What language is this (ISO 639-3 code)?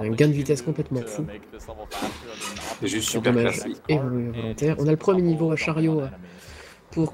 fra